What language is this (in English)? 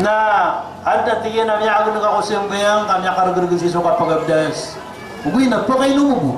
Maranao